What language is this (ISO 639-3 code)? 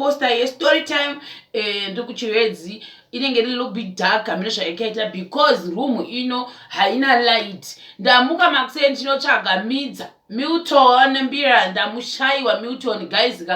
sna